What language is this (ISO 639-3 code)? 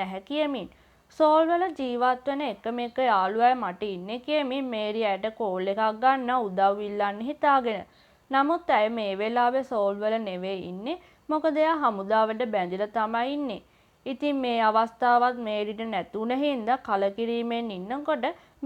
sin